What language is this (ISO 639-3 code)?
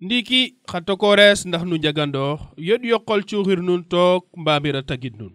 srr